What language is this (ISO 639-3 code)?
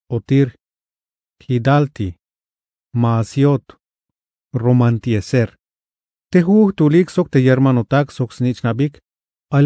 tzh